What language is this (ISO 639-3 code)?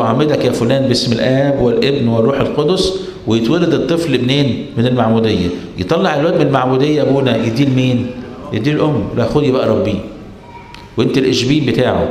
arz